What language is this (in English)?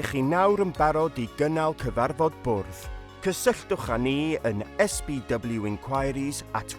Welsh